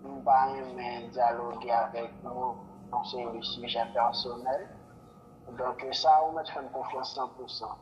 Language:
Haitian Creole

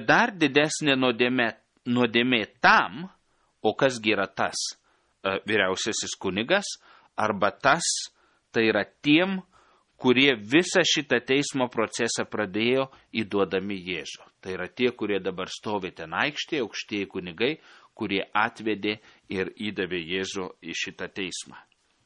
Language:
Lithuanian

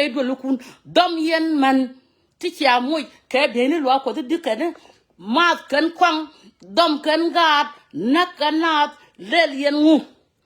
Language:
Nuer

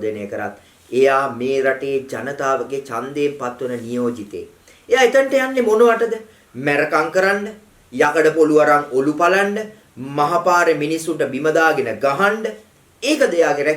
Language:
Sinhala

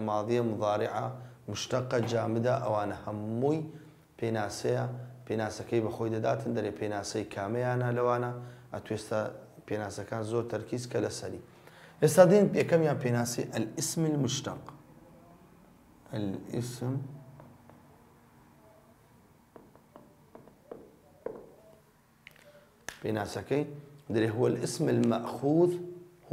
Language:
Central Kurdish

